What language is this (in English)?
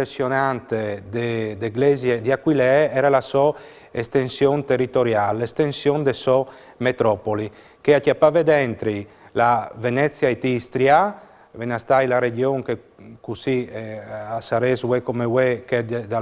Friulian